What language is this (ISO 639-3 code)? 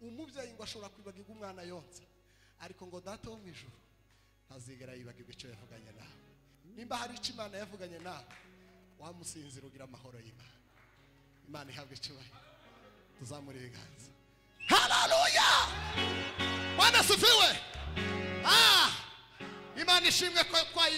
kin